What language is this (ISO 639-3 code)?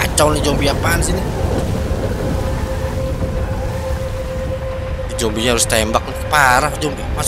ind